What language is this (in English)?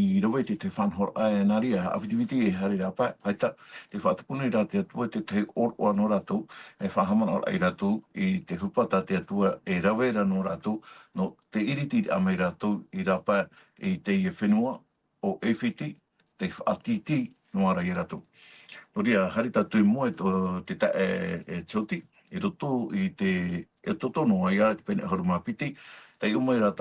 Tahitian